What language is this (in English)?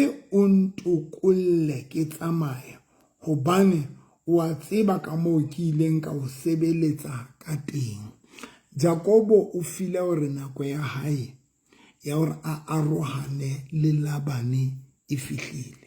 Southern Sotho